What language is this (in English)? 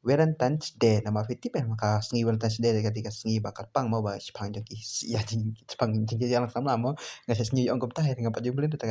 Khasi